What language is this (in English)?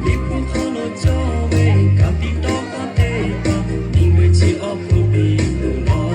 Lahu